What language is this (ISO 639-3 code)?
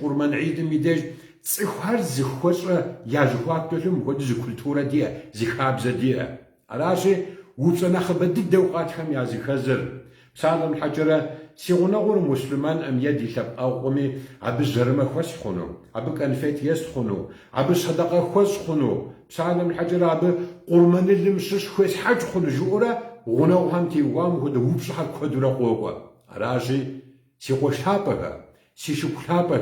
kbd